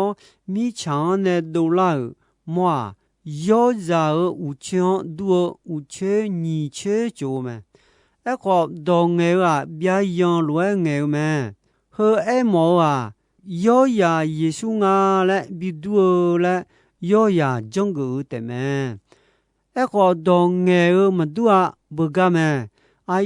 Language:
Akha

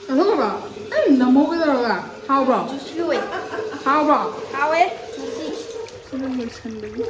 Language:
Manipuri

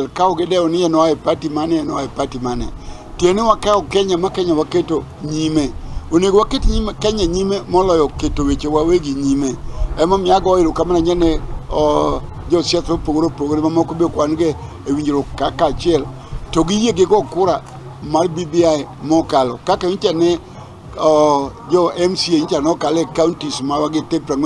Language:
Luo (Kenya and Tanzania)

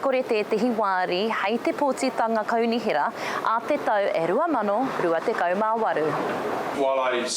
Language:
Māori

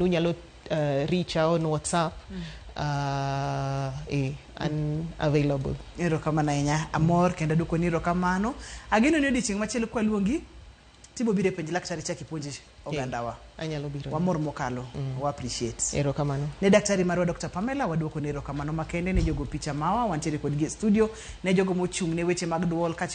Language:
Luo (Kenya and Tanzania)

